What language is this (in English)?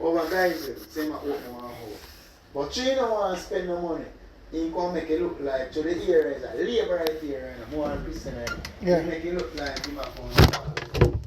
Jamaican Creole English